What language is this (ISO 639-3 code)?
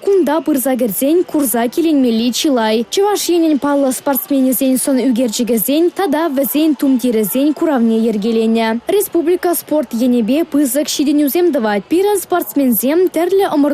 chv